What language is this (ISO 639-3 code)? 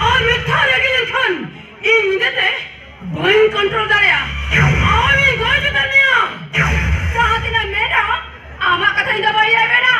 sat